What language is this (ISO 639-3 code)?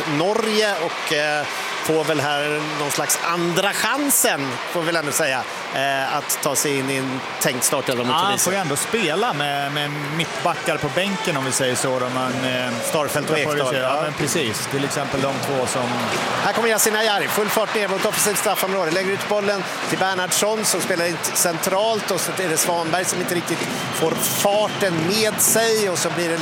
swe